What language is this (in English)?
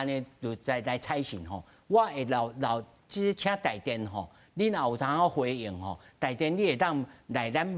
Min Nan Chinese